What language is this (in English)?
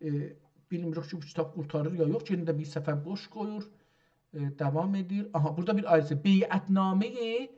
South Azerbaijani